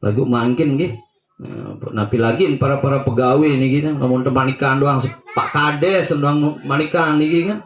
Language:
Sasak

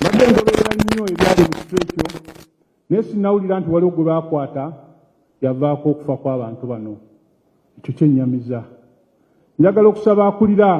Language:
Ganda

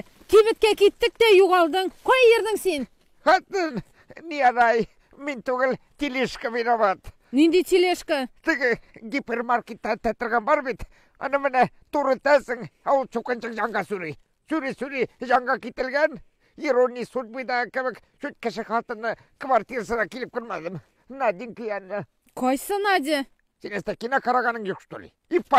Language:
Tatar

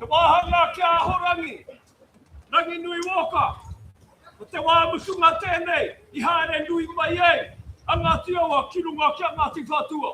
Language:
Māori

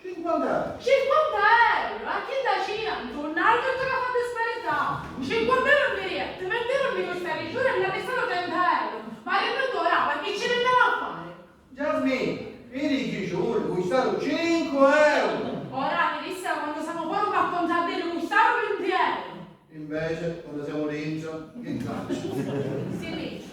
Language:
Sicilian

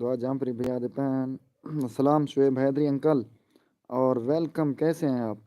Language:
Saraiki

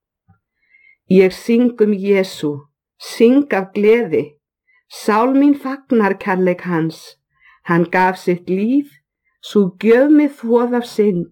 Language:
Icelandic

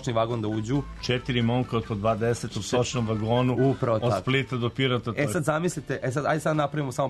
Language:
Serbian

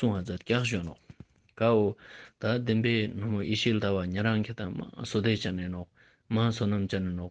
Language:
Ladakhi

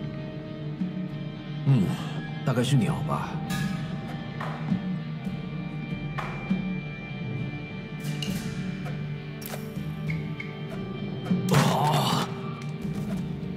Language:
Chinese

